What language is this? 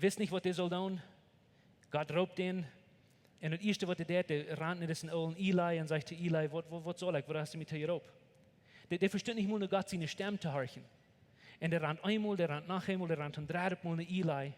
Plautdietsch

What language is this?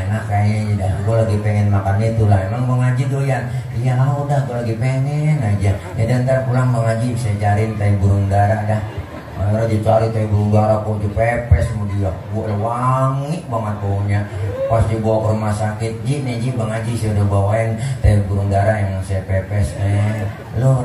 Betawi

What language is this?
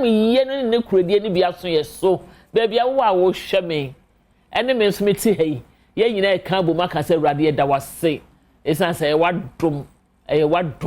Akan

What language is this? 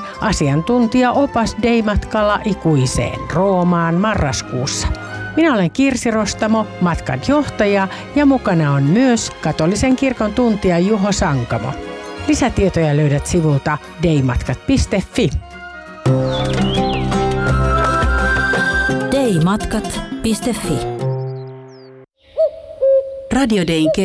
Finnish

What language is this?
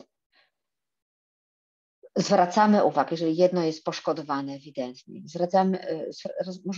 Polish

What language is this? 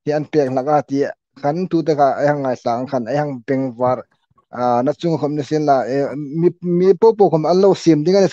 Hmar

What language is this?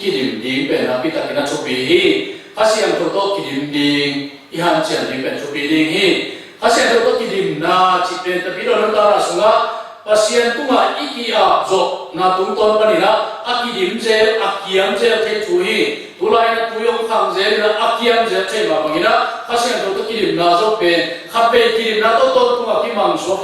Tedim Chin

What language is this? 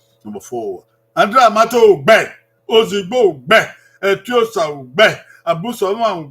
Bini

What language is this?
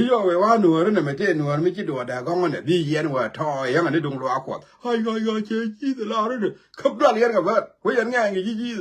Nuer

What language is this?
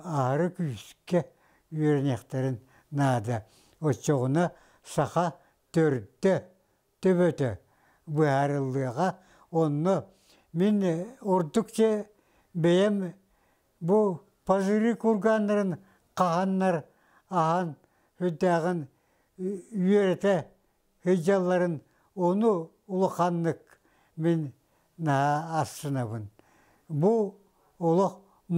Yakut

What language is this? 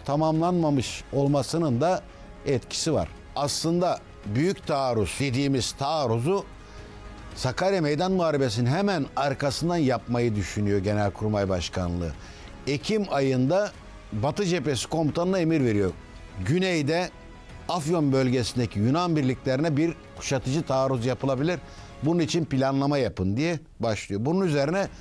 Turkish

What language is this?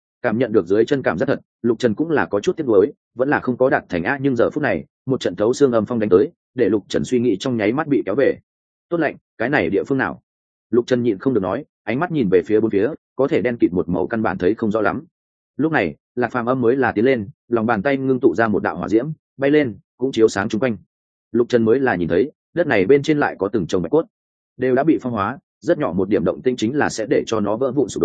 Vietnamese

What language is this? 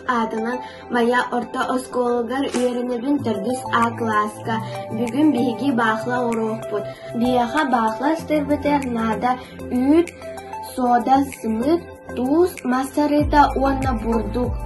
Yakut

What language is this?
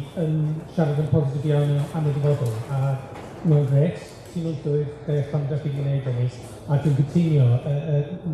Welsh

